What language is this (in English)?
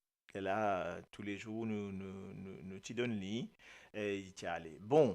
Morisyen